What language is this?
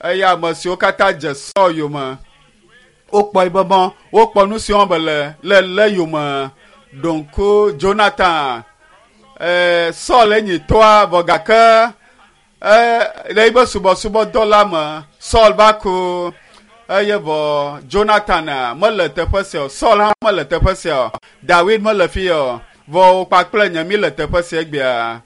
Ewe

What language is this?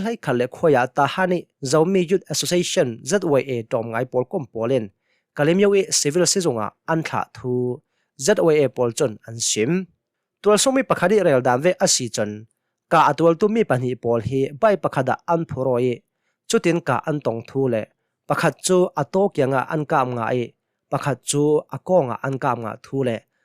Hakha Chin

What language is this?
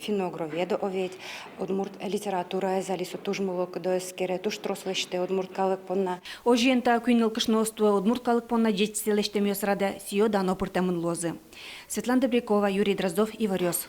Udmurt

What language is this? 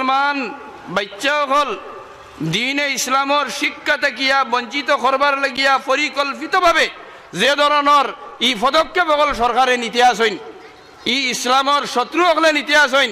Sylheti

